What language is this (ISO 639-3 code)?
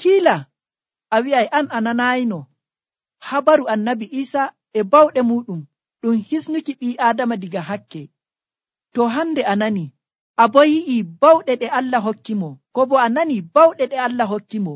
fuv